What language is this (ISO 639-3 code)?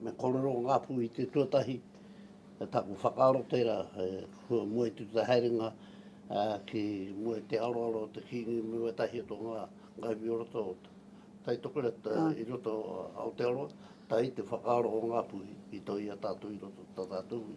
mri